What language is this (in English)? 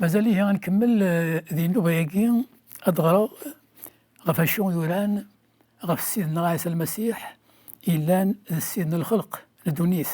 Kabyle